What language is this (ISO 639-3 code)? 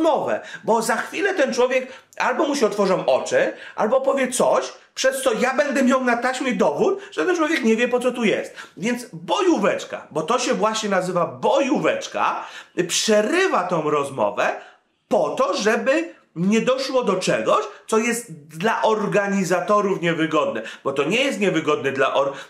pol